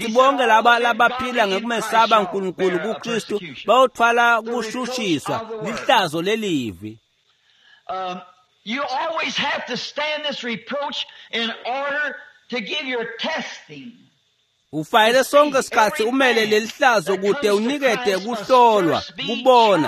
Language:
Swati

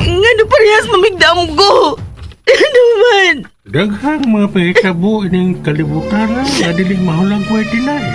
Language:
Cebuano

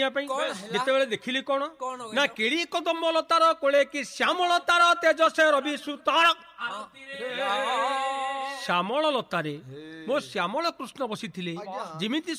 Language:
Odia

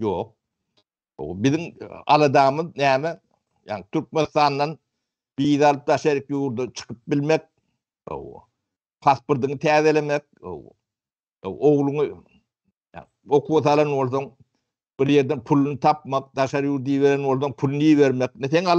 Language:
Turkmen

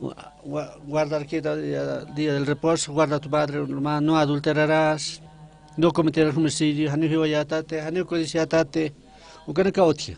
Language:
Aymara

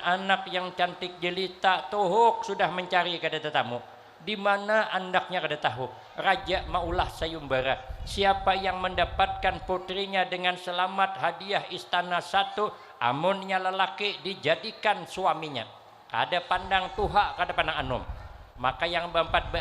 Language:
Banjar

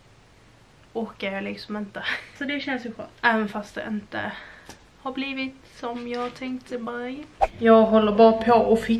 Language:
Swedish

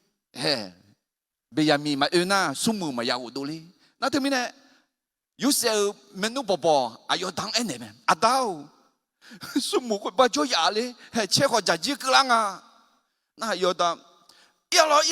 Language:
Akha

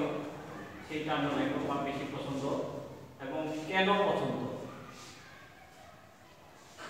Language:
Bangla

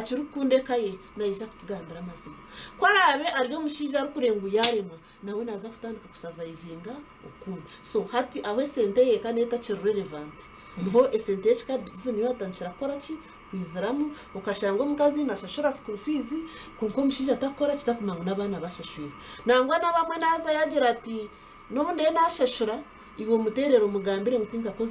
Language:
Nyankole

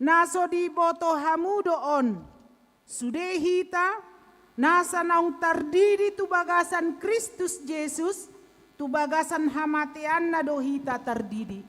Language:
Batak Toba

